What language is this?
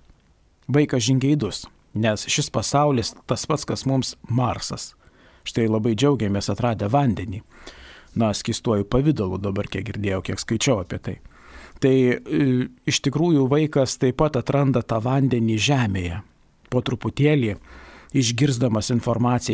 Lithuanian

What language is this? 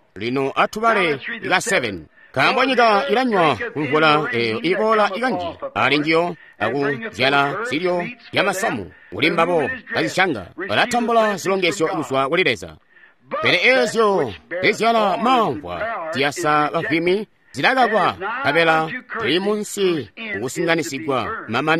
Tonga (Zambia)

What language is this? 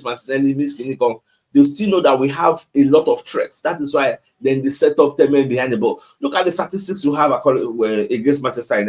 Nigerian Pidgin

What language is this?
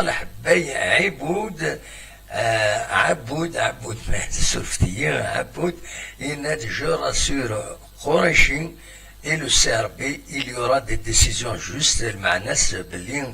Kabyle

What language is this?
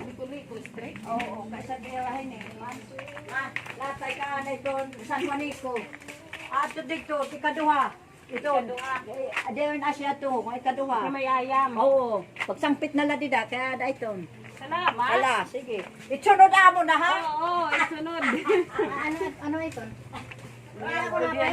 Waray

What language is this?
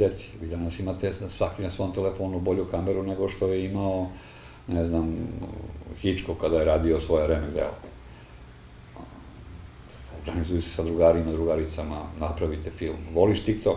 Serbian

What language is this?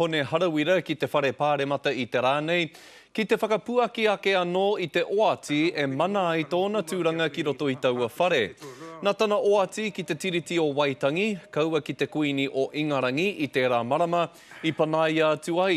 Māori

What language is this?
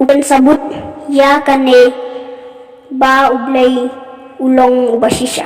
Khasi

